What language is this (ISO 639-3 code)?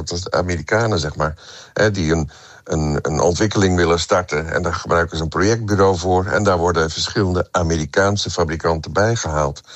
nld